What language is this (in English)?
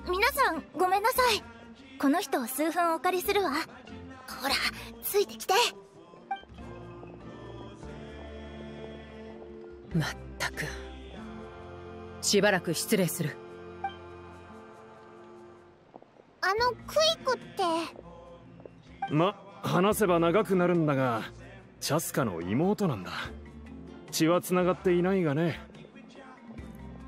Japanese